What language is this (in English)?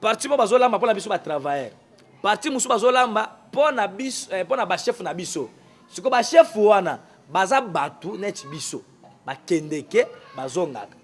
Lingala